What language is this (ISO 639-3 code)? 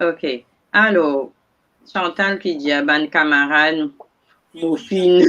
mfe